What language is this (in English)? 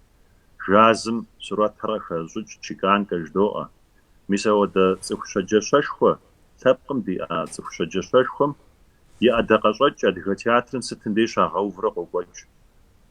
Kabardian